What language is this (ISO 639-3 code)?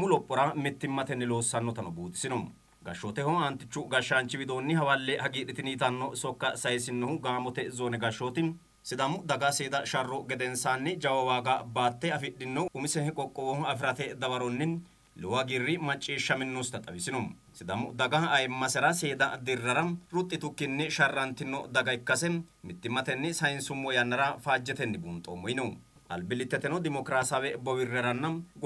sid